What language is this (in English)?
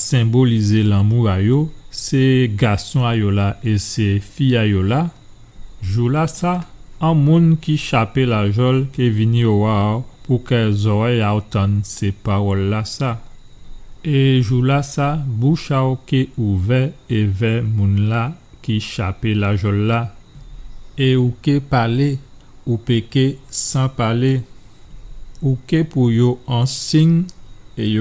Guadeloupean Creole French